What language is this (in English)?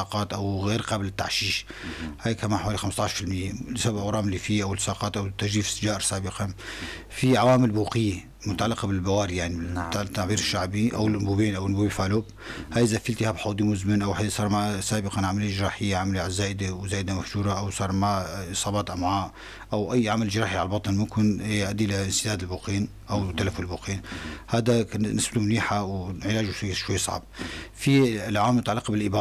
North Levantine Arabic